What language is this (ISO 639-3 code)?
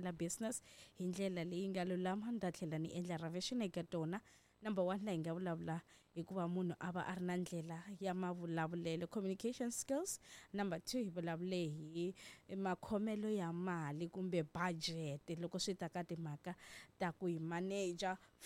tso